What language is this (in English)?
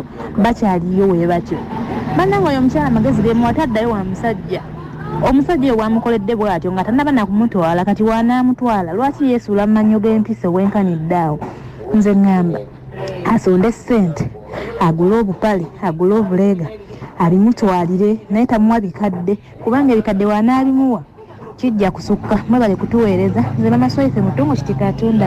Ganda